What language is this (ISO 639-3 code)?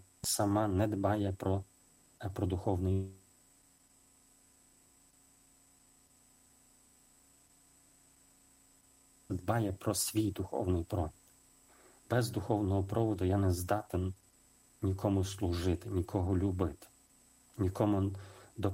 ukr